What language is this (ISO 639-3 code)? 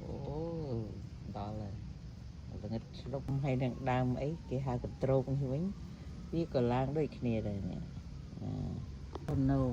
khm